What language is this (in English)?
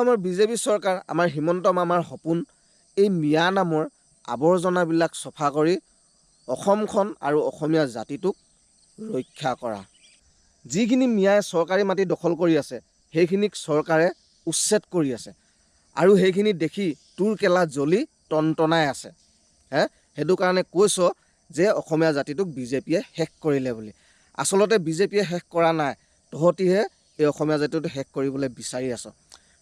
Assamese